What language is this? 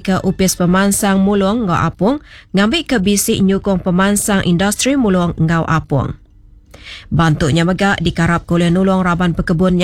Iban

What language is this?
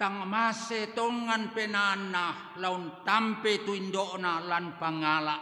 Toraja-Sa'dan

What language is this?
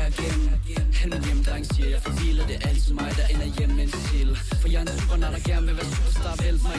Danish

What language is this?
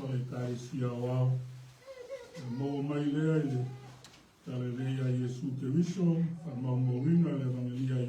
Samoan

